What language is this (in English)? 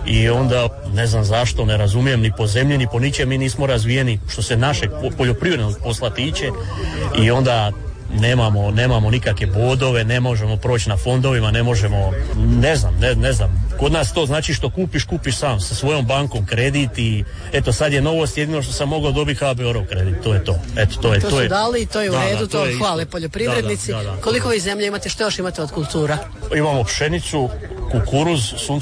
Croatian